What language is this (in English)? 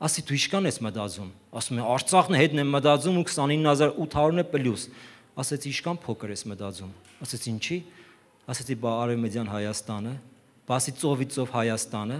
Armenian